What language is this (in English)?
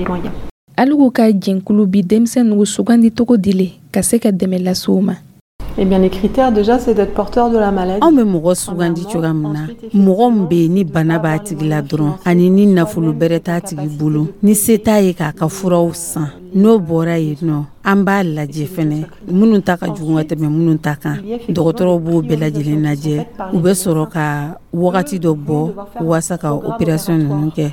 Dyula